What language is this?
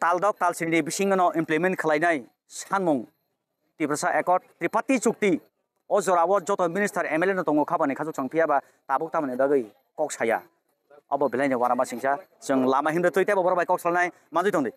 Kok Borok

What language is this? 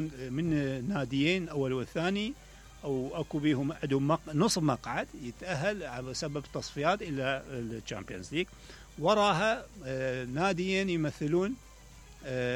Mesopotamian Arabic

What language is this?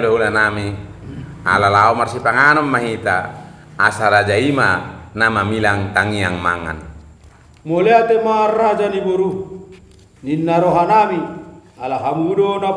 Batak Toba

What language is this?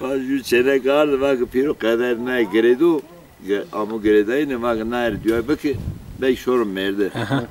Zaza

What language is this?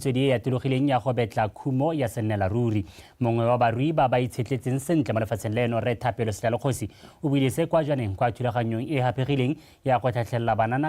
Tswana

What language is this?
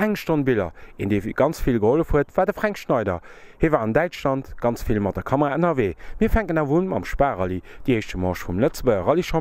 Luxembourgish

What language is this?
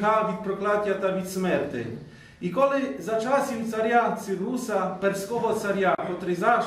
Rusyn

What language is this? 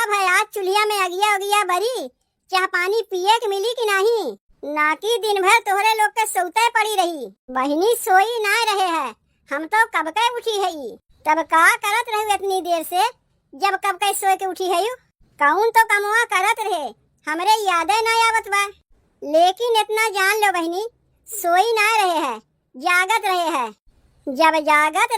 Awadhi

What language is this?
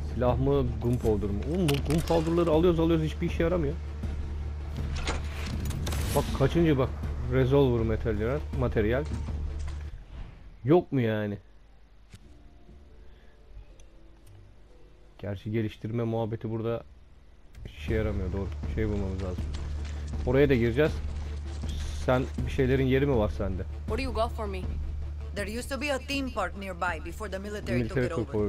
Turkish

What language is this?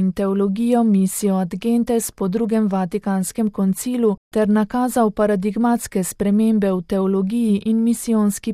Slovenian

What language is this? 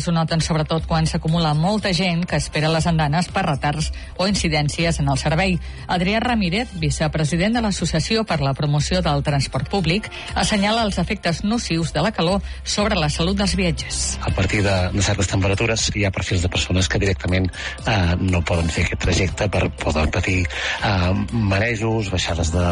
Catalan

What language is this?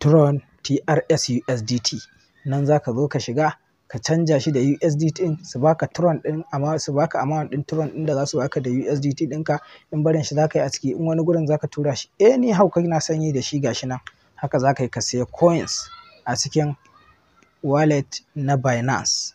Hausa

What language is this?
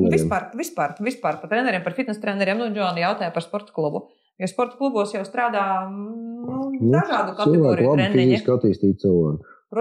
Latvian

